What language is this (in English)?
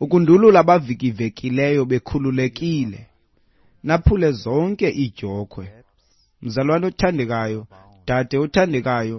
Xhosa